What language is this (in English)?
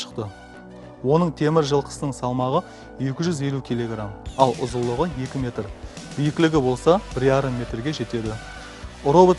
Kara-Kalpak